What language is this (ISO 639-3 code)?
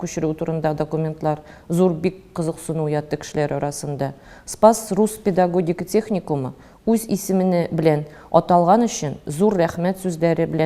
tat